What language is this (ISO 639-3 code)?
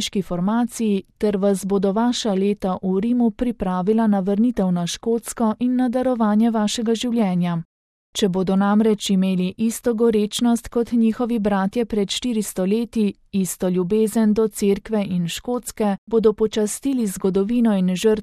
slv